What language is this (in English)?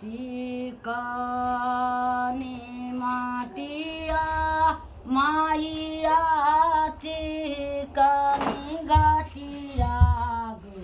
Maithili